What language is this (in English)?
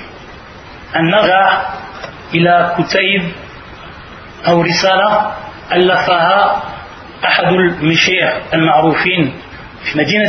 French